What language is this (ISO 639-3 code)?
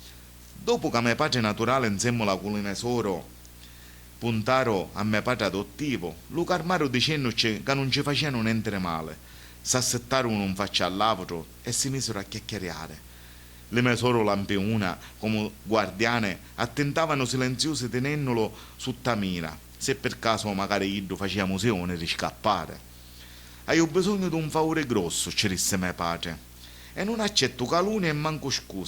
scn